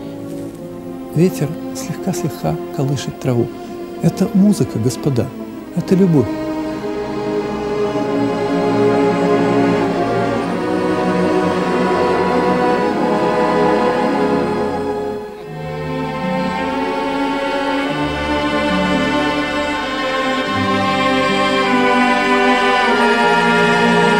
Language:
Russian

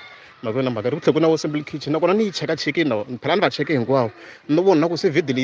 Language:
Tsonga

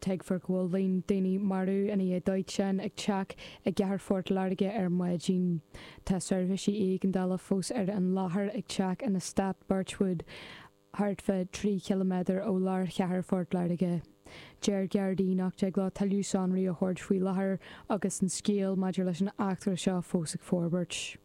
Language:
Irish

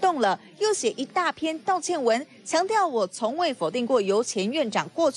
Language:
Chinese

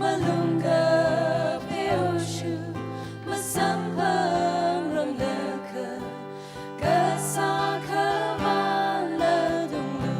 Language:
Tangkhul Naga (India)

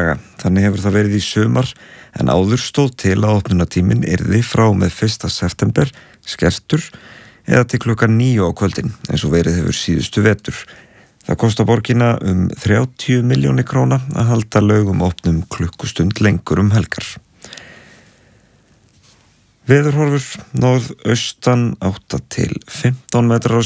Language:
Icelandic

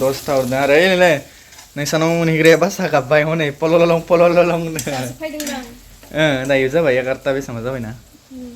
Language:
Bodo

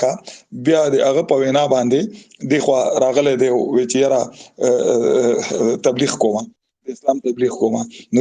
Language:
Pashto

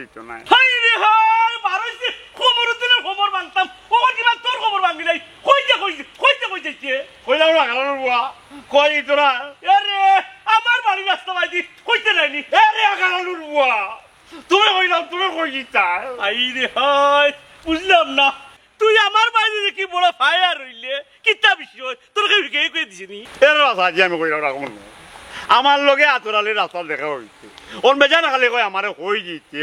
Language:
Sylheti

